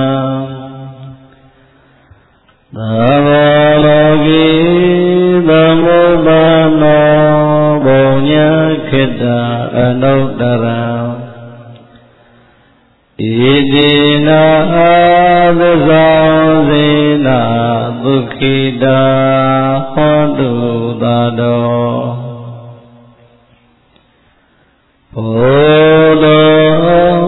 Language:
Burmese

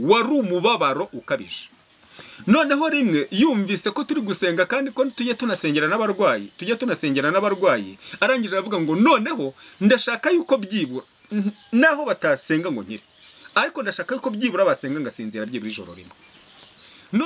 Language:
Kinyarwanda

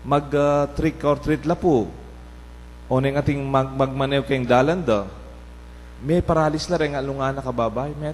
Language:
Pampanga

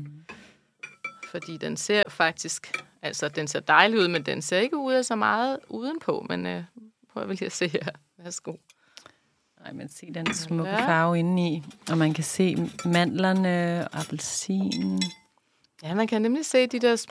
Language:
Danish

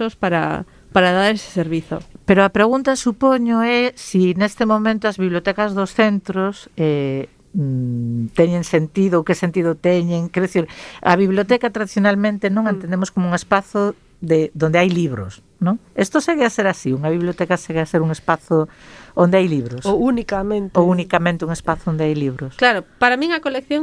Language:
Galician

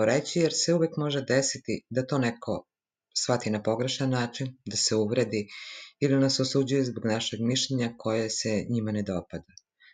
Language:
Serbian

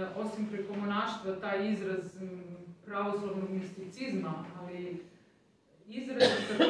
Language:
Serbian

